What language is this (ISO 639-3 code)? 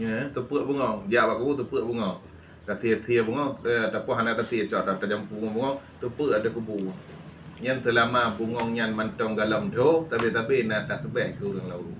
ace